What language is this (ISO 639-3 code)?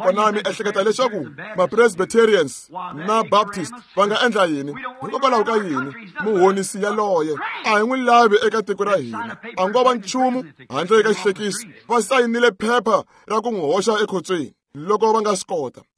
tso